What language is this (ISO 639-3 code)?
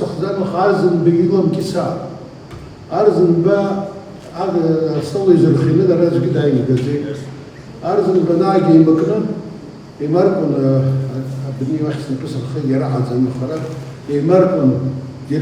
abk